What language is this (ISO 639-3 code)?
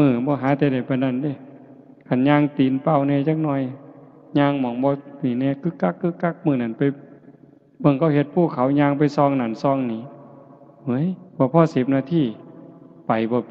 lao